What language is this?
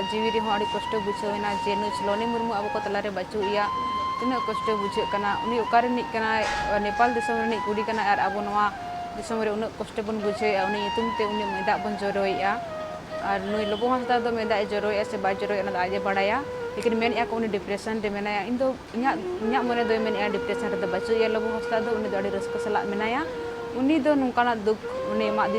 Santali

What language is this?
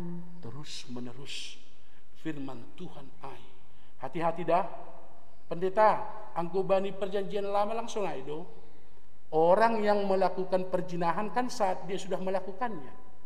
Batak Simalungun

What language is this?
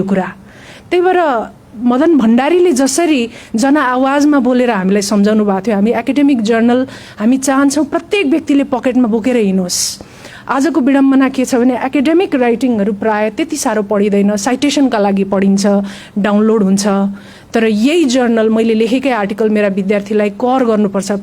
Nepali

